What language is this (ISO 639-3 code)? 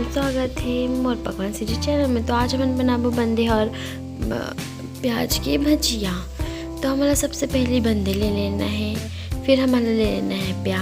hne